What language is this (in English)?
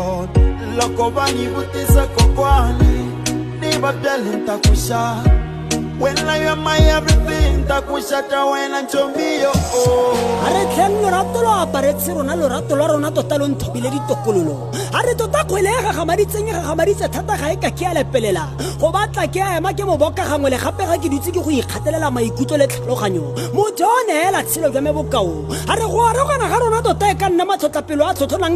Tswana